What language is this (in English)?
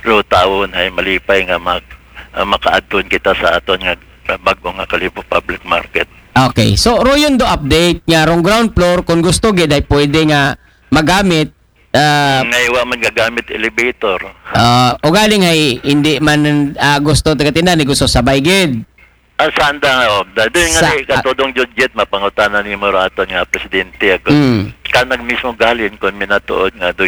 Aklanon